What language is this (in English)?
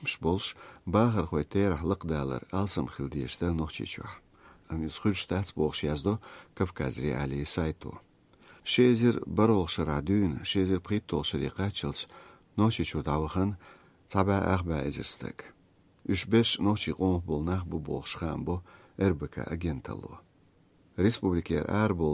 Chechen